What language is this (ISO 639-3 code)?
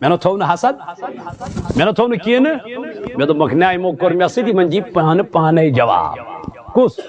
kas